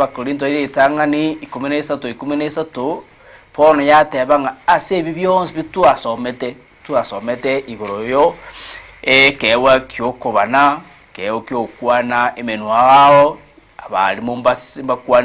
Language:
Gusii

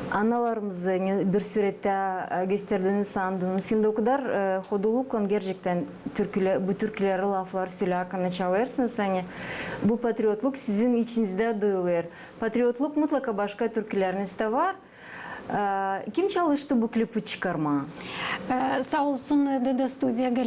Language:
Gagauz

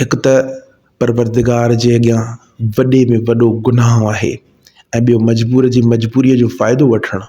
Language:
Sindhi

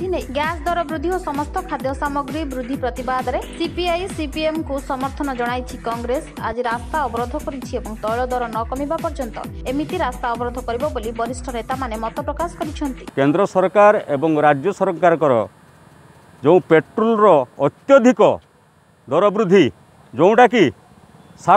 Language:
Odia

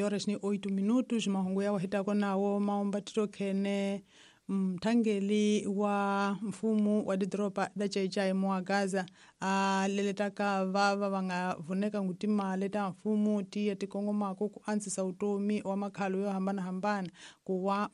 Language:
Tsonga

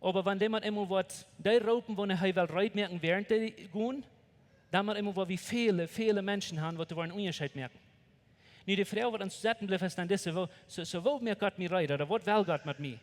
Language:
Plautdietsch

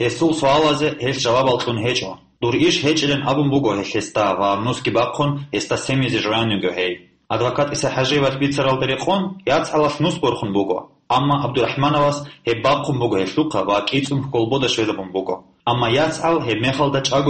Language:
Avaric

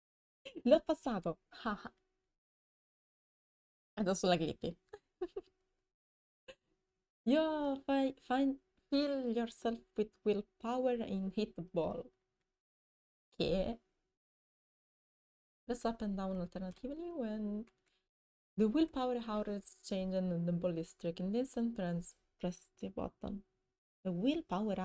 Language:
Italian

